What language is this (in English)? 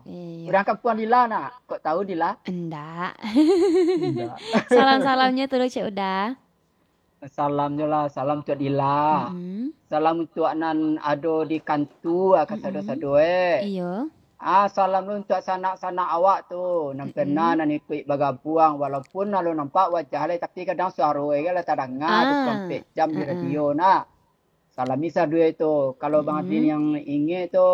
Minangkabau